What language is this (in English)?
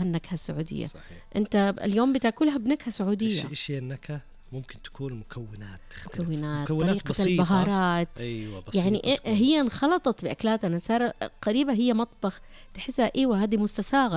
Najdi Arabic